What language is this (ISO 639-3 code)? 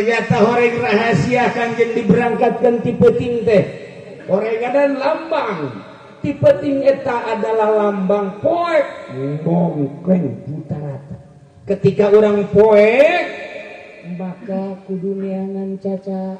sun